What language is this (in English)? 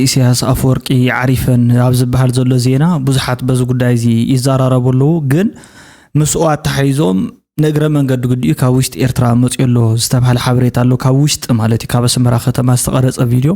Tigrinya